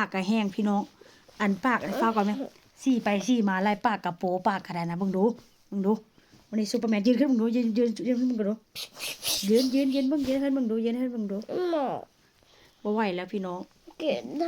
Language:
Northeastern Thai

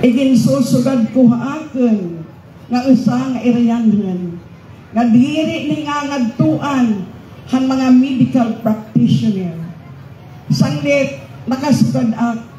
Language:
Waray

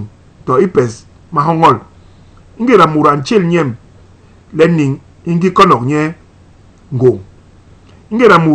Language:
Basaa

